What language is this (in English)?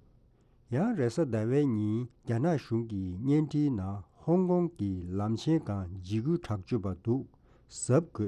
Tibetan